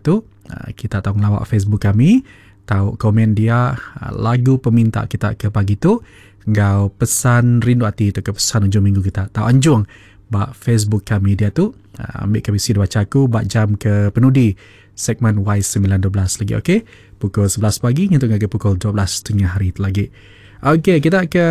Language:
Iban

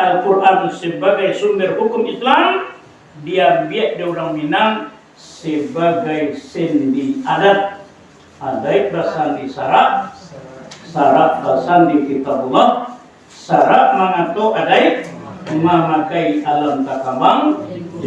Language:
Minangkabau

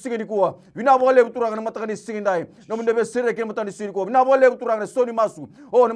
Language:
Fijian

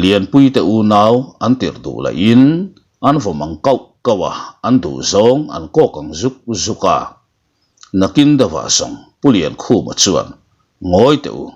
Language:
Mizo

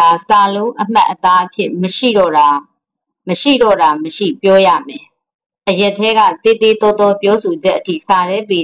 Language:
Burmese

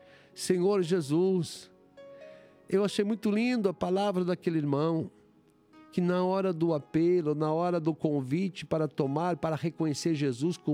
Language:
Portuguese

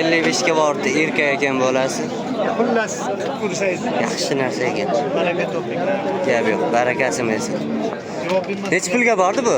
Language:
Uzbek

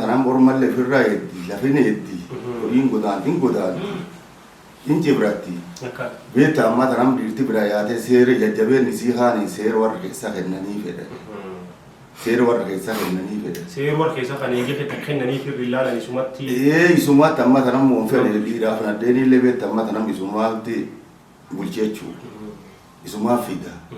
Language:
Oromo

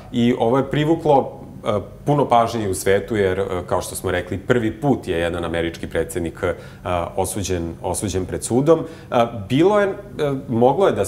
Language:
Serbian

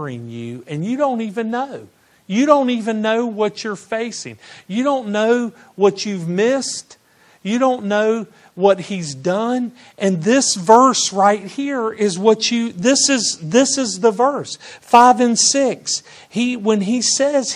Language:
English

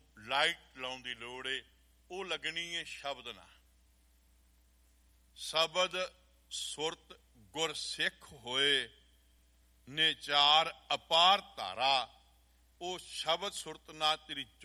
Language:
Punjabi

